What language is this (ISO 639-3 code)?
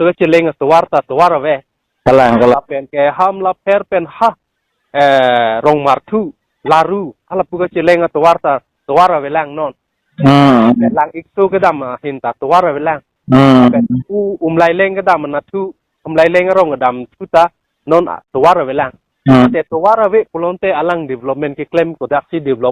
mjw